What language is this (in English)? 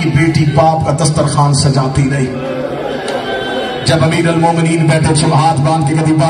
Urdu